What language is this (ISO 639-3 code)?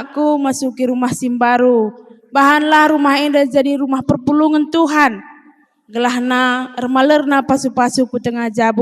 btx